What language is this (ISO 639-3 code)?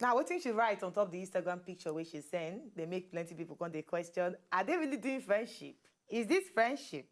pcm